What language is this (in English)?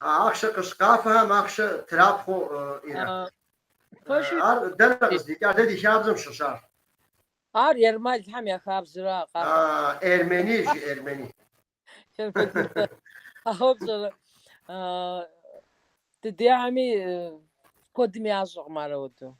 Kabardian